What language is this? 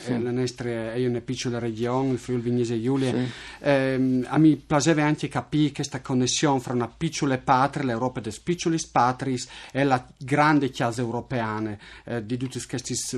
Friulian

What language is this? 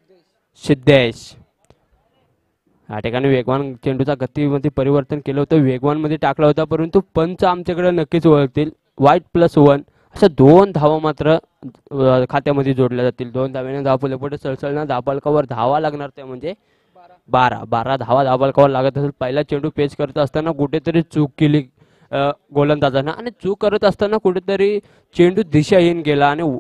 Marathi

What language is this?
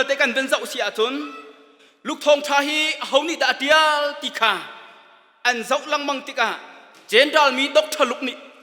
Hakha Chin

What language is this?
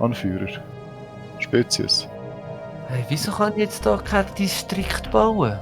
Swiss German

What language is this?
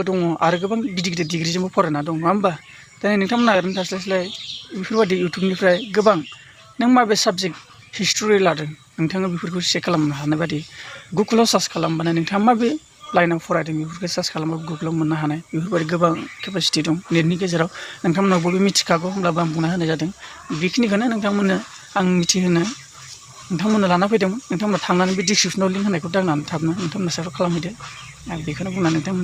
Bodo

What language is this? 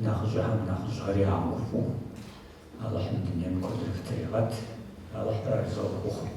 Kabardian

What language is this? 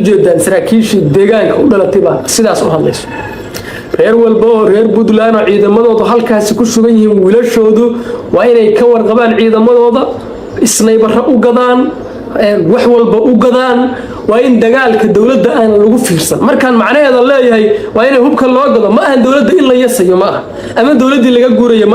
Somali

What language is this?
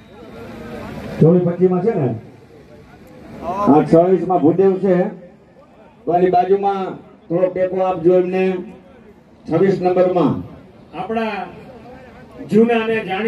Gujarati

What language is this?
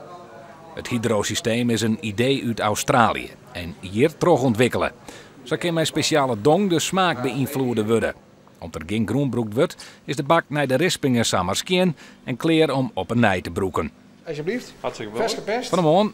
Western Frisian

